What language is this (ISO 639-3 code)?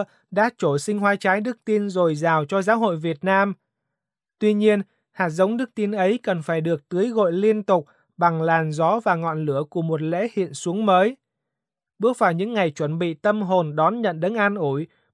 vie